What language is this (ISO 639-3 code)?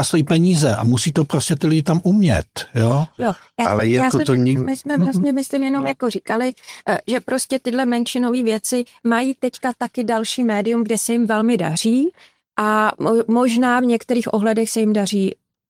ces